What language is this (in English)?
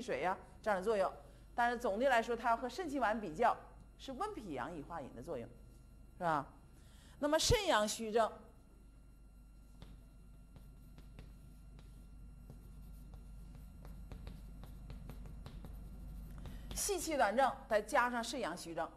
Chinese